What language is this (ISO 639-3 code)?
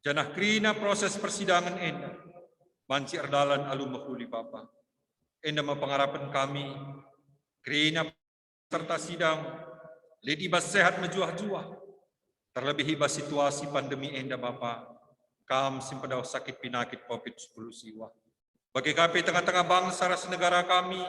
btx